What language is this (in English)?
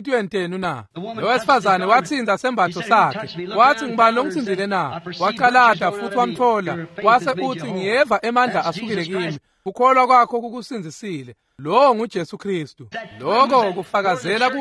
Swati